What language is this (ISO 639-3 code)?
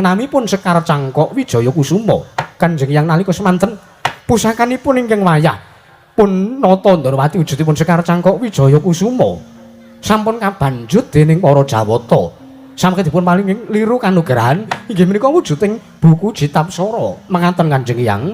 jav